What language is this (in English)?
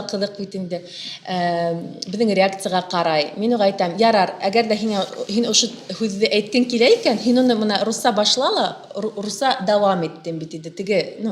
Bashkir